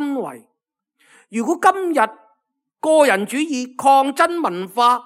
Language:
Cantonese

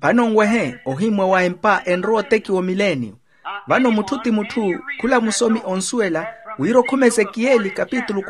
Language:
Makhuwa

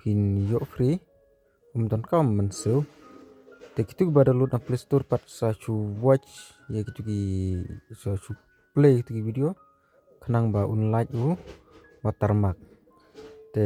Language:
Khasi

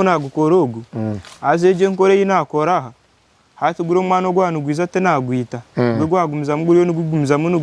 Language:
Nyankole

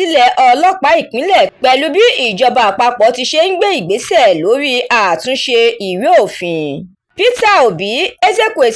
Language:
Yoruba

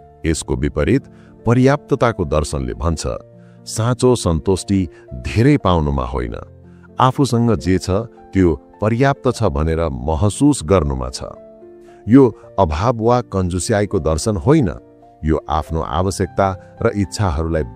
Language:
Nepali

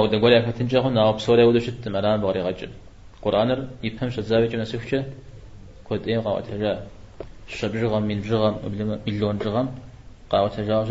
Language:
Kabardian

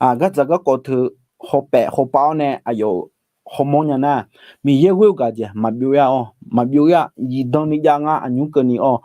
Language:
Akha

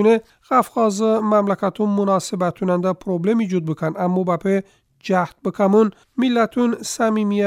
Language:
Azerbaijani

